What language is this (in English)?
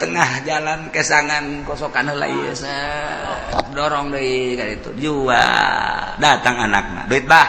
Sundanese